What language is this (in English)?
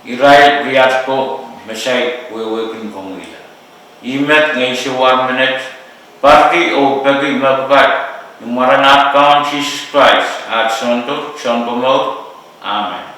Pohnpeian